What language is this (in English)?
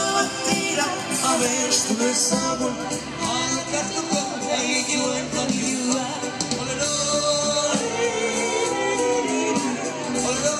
Basque